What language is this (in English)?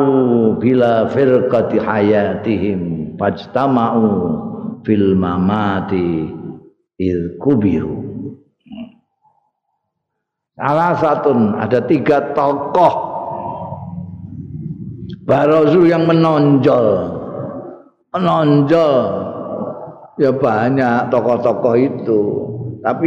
Indonesian